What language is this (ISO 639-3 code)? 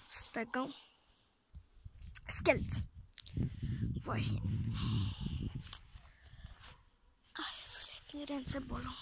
pol